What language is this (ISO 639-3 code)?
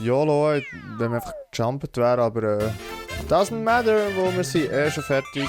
gsw